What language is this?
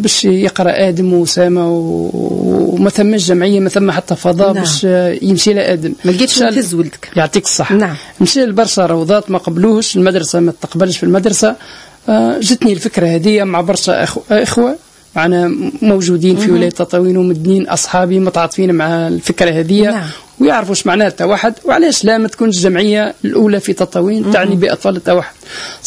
Tunisian Arabic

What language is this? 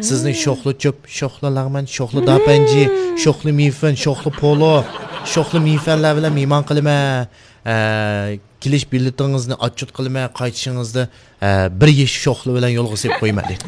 Uyghur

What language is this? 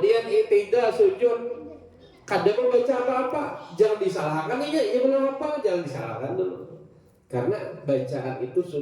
Banjar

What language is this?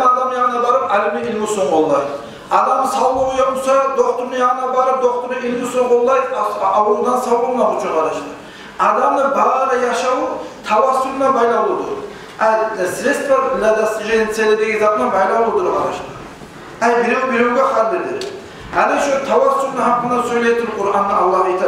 Kumyk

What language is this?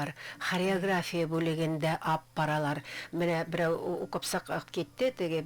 Bashkir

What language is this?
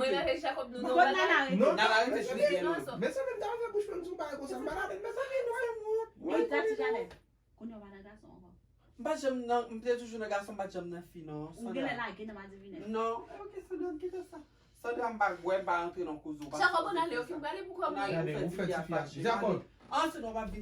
Haitian Creole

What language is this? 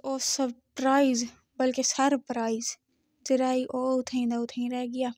Saraiki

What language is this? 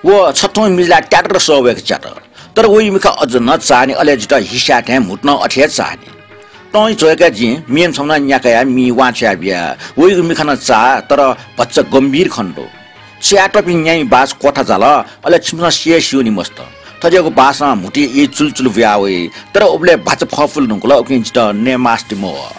Newari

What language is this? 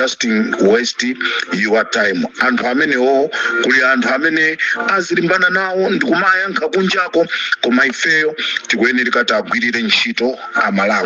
Nyanja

